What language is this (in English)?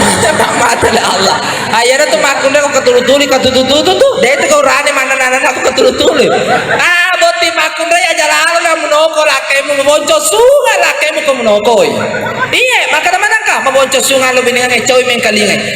Buginese